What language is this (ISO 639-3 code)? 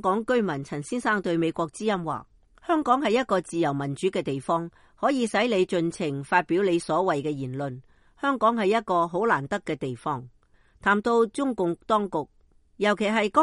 yue